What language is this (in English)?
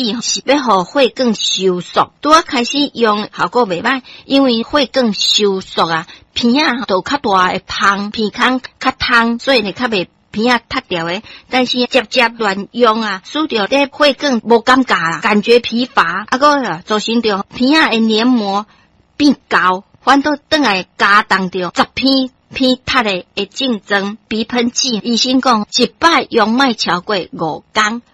Min Nan Chinese